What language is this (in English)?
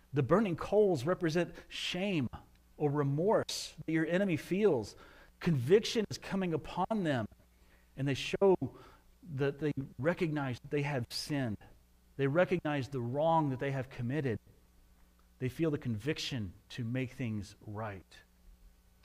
English